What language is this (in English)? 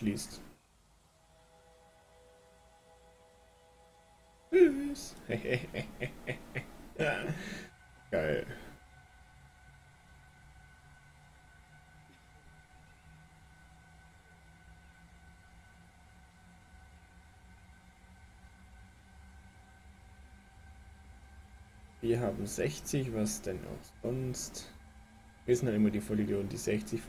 German